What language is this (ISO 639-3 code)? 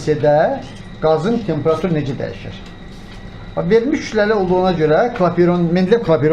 aze